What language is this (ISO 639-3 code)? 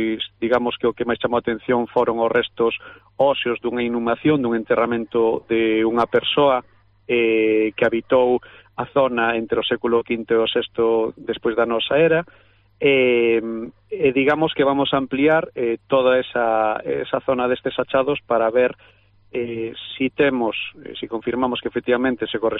glg